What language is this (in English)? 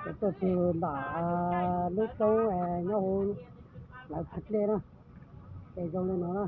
Hmong